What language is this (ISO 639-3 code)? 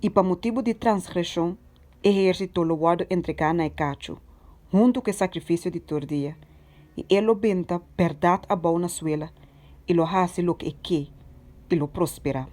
pap